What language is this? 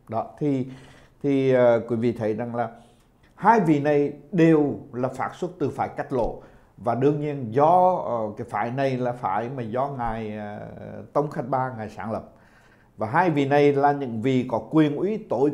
Vietnamese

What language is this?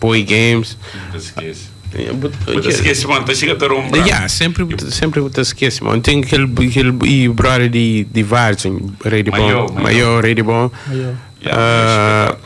Kabuverdianu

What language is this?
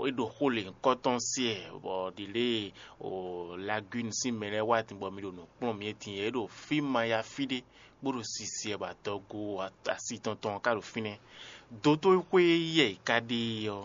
Fon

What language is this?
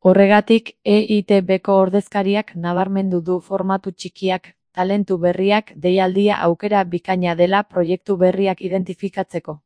Basque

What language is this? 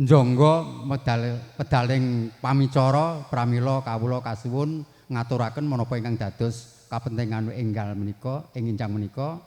Javanese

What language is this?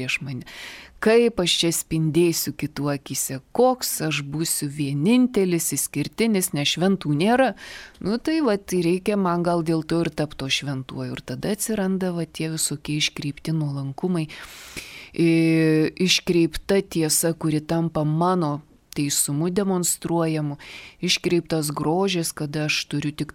Lithuanian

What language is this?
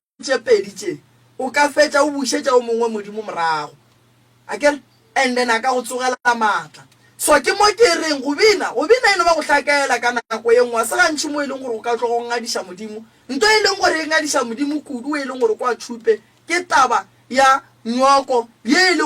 Northern Sotho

